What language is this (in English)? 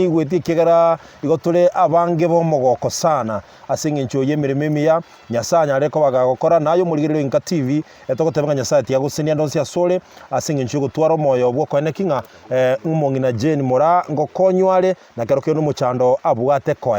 Gusii